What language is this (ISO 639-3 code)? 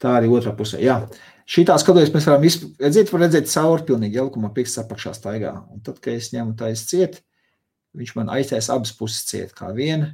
lav